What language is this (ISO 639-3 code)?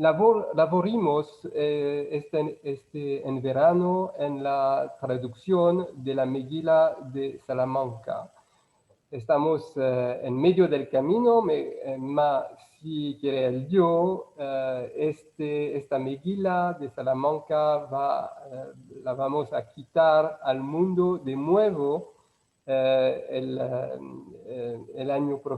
lad